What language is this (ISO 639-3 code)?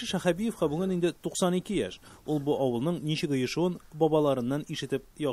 tat